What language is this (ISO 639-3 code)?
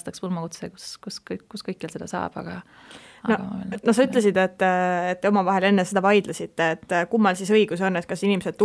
est